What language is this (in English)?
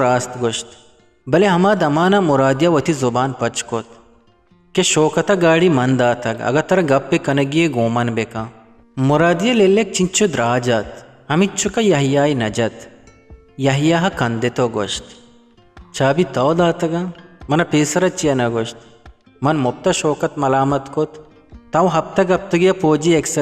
Eastern Balochi